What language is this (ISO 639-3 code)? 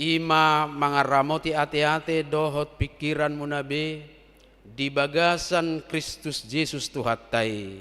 bbc